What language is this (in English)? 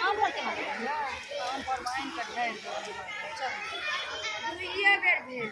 Maithili